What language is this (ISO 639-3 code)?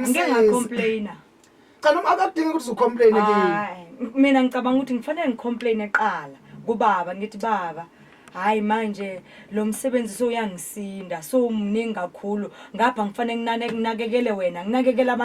zul